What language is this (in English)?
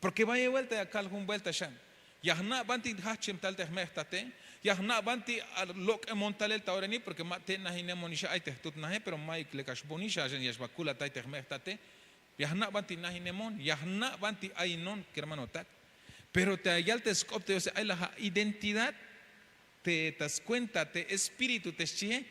Tzeltal